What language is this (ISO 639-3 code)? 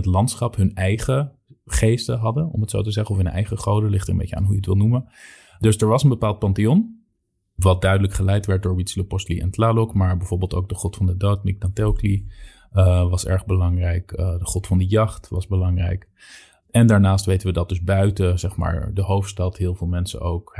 nld